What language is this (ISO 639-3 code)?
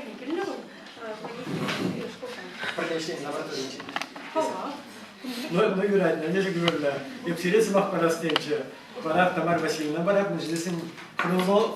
chv